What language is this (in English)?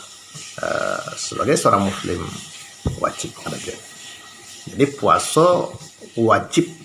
Minangkabau